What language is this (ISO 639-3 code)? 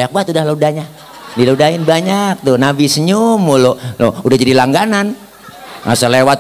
bew